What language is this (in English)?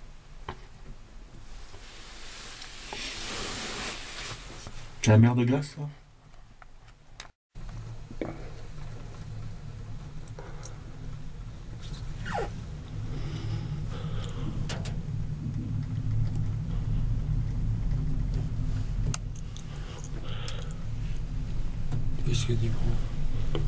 French